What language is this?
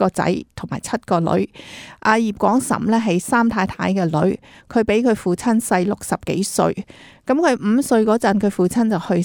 Cantonese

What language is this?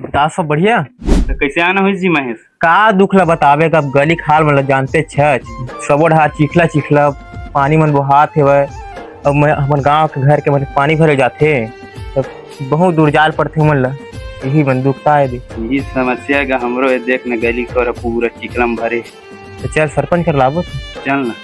Chhattisgarhi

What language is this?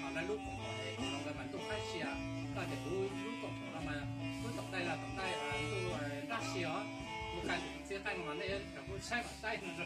Hmong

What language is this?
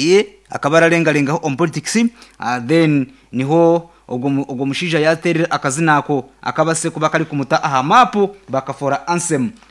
Nyankole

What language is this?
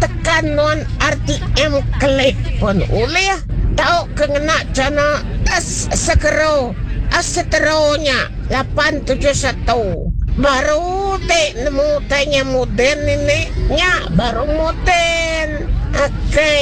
Iban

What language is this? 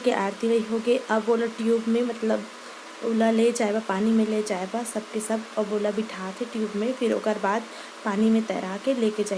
Chhattisgarhi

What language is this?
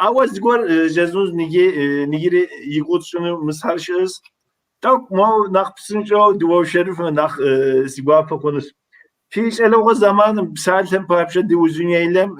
Kabardian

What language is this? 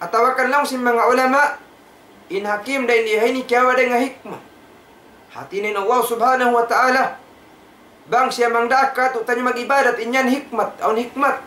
Tausug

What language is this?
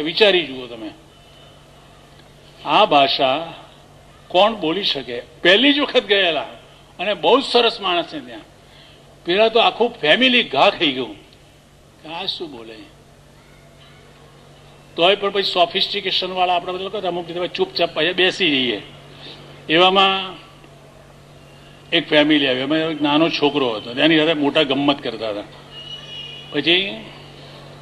Gujarati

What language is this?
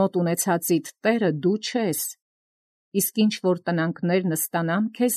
Armenian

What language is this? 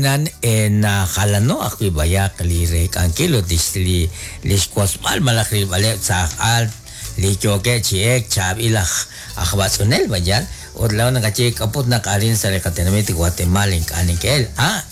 Kekchí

